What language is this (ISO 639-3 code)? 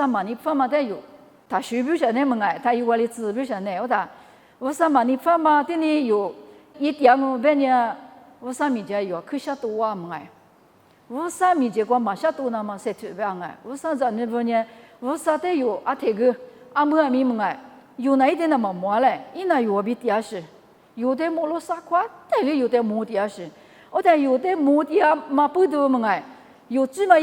lis